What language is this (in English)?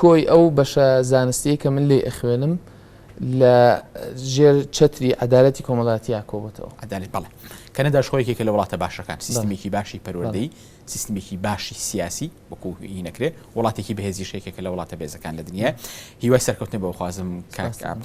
Central Kurdish